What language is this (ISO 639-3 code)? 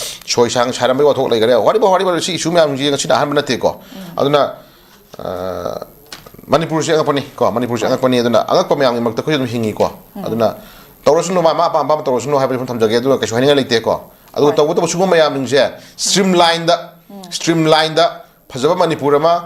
mni